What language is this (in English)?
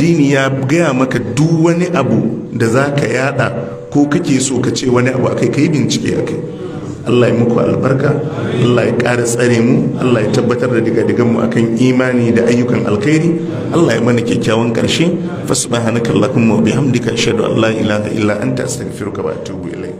Hausa